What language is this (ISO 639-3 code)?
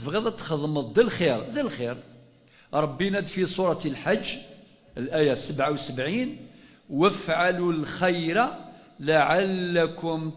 kab